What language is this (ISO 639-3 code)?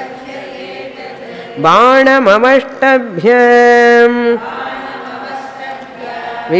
tel